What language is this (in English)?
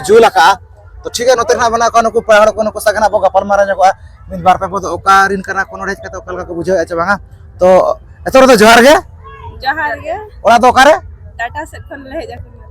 Santali